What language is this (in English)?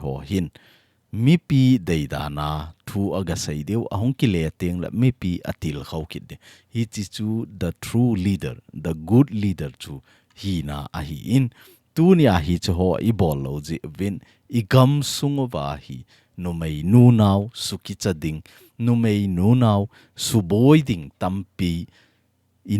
Thado Chin